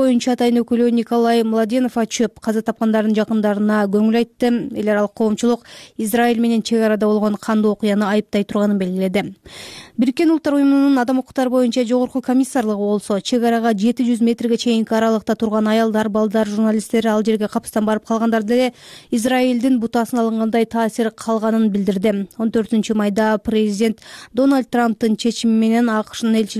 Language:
Kyrgyz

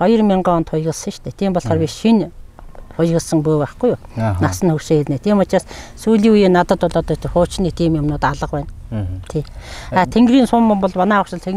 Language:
Mongolian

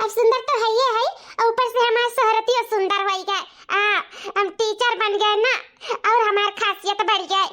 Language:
Awadhi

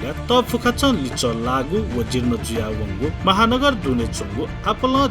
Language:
Newari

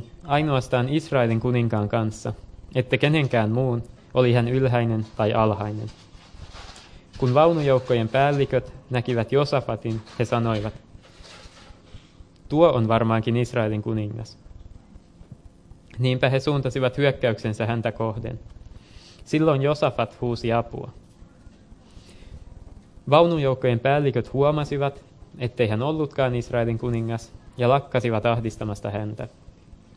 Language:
Finnish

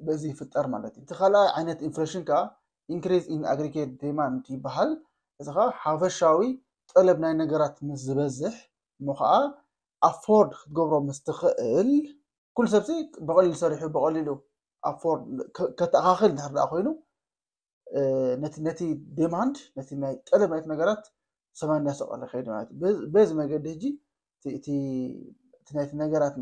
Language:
Tigrinya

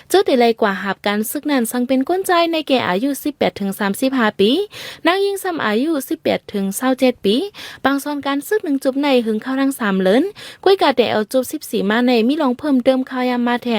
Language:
Shan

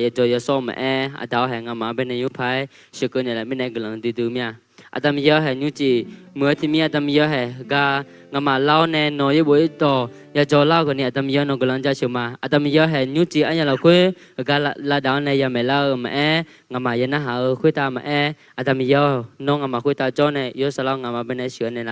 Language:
Akha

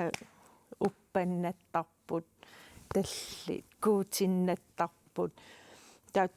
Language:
Kalaallisut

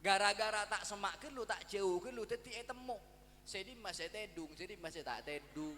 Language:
Madurese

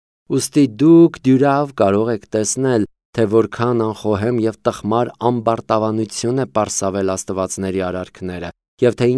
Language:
Armenian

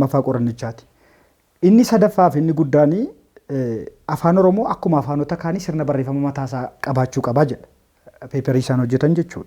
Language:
Oromo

